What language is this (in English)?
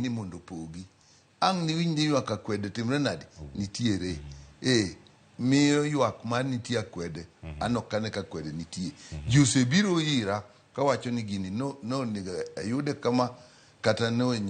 Luo (Kenya and Tanzania)